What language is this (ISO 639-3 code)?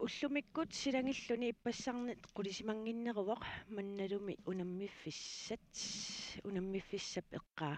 kal